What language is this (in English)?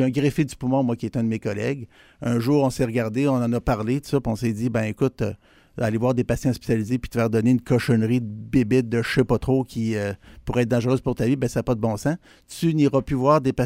French